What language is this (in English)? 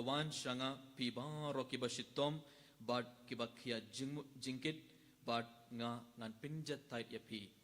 Khasi